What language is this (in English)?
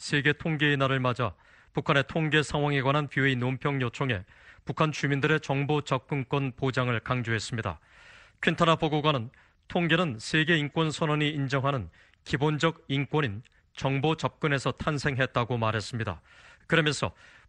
Korean